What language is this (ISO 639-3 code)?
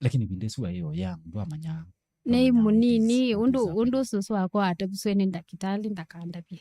kam